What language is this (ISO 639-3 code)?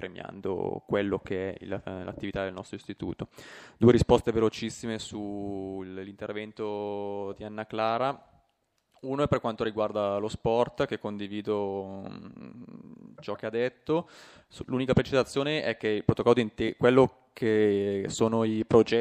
ita